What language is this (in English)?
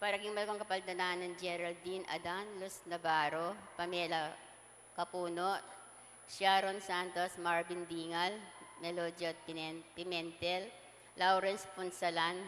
Pampanga